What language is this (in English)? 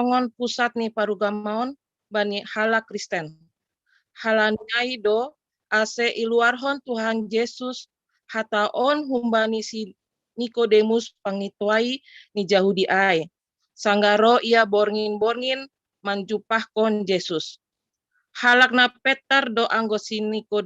Batak Simalungun